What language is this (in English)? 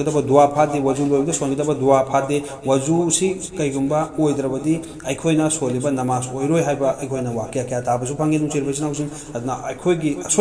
Manipuri